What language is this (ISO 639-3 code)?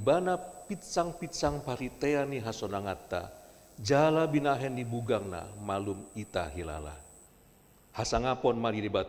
bbc